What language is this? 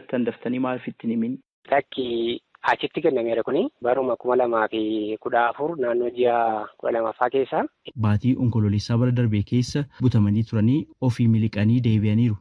Oromo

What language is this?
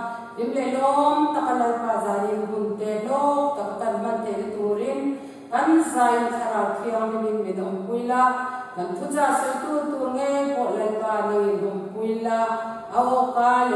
Mizo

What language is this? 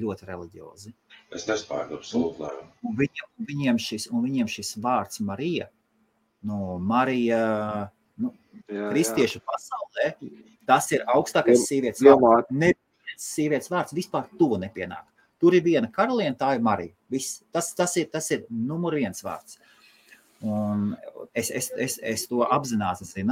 Latvian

